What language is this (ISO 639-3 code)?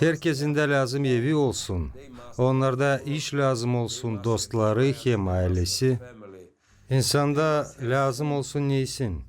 gag